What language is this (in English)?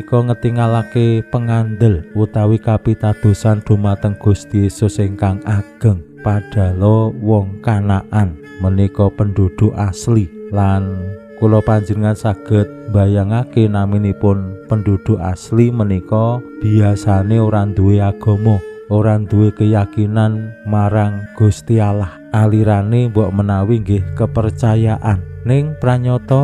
Javanese